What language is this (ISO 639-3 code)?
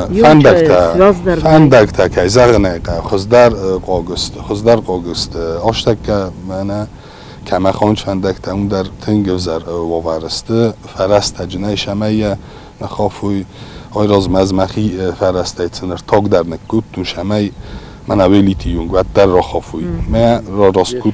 oss